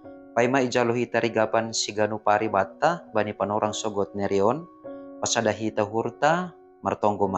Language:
Batak Simalungun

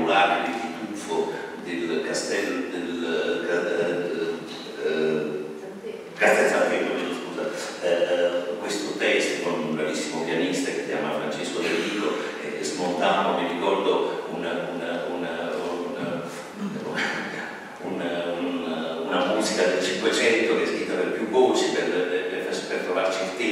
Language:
Italian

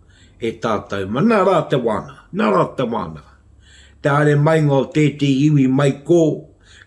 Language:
Māori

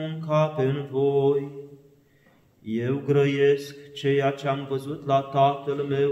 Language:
Romanian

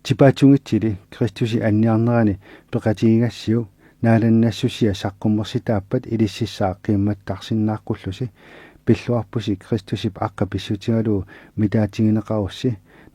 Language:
Kalaallisut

